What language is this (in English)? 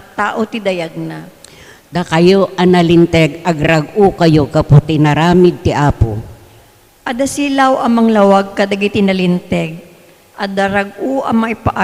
Iloko